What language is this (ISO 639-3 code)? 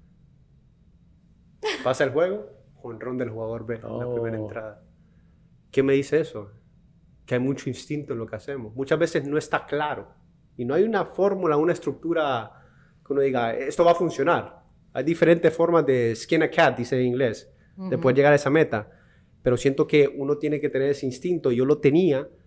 spa